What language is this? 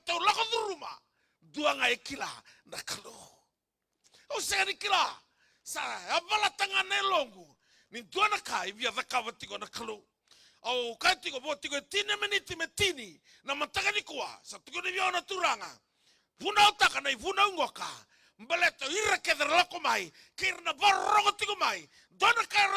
Fijian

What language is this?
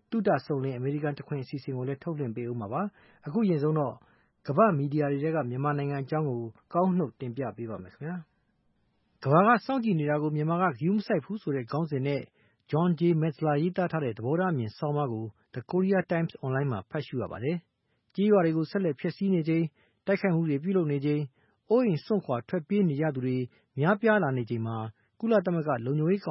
Burmese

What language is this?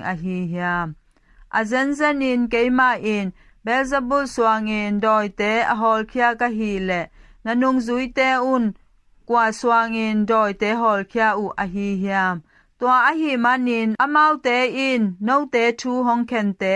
Tedim Chin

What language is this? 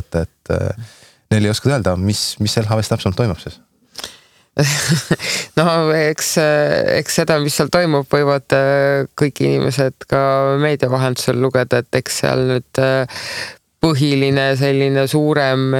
Estonian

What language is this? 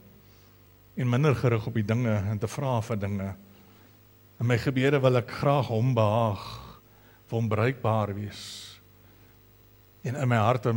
Afrikaans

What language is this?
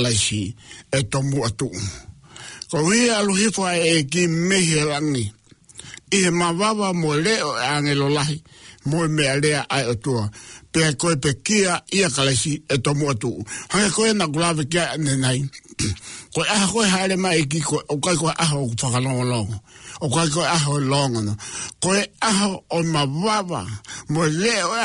Tongan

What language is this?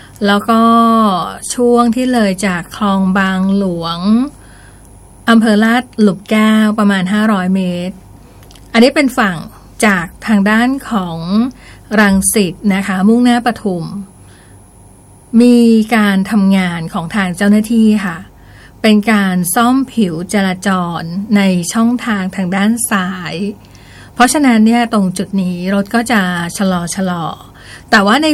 Thai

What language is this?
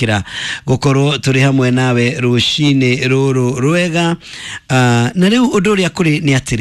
Kikuyu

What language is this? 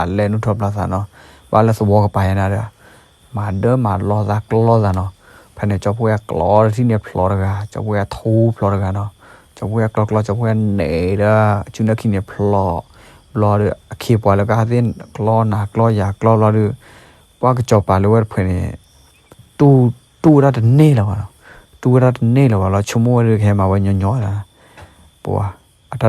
S'gaw Karen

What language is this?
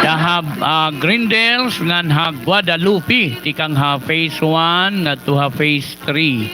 Waray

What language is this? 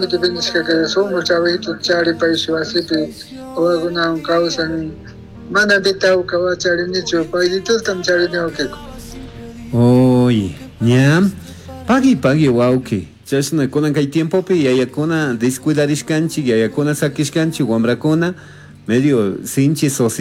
Chimborazo Highland Quichua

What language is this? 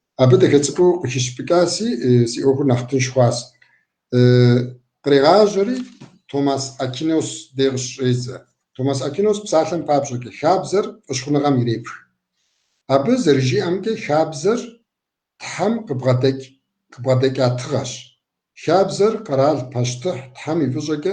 Kabardian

